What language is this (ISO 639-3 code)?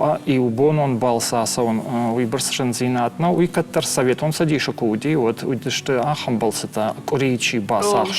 oss